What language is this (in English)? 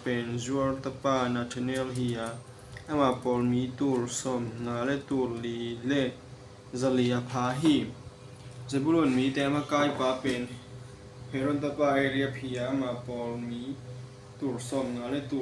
Tedim Chin